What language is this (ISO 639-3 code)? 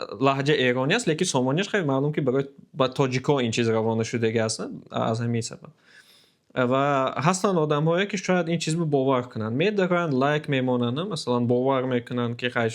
tgk